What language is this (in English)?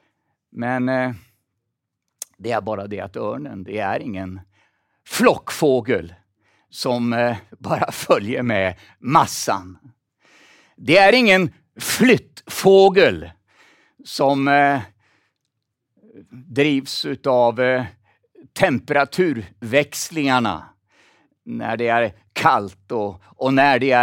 Swedish